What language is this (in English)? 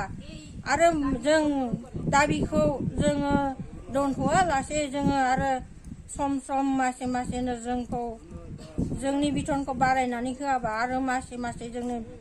Bodo